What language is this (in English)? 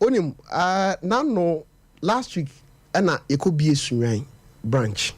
Akan